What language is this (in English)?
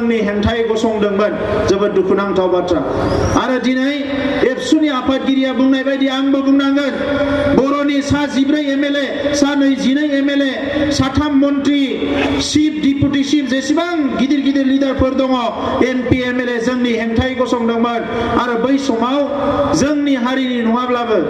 Bodo